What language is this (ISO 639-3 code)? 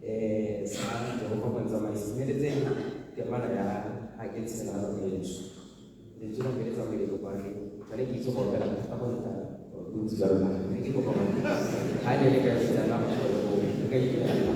tsn